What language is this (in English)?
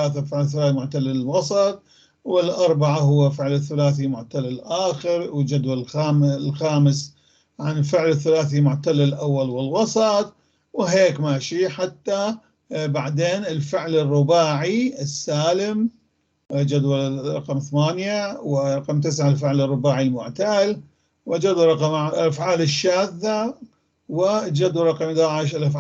North Levantine Arabic